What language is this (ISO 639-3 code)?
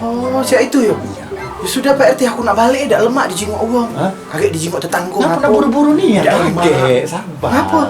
mui